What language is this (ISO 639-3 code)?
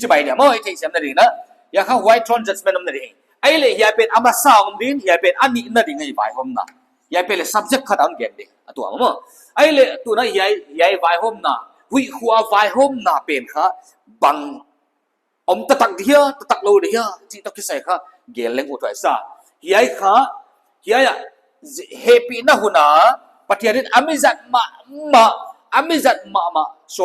pck